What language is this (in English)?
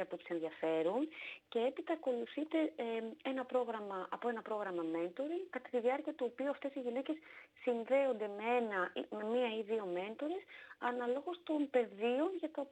Greek